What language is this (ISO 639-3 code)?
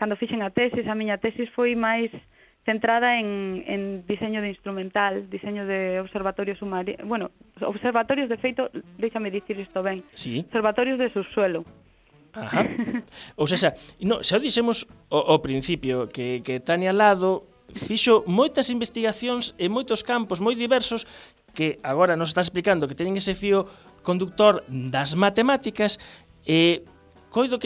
glg